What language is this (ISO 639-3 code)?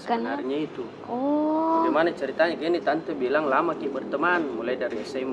mfp